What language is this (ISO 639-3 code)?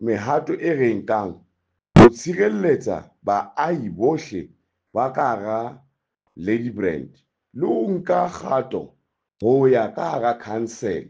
sot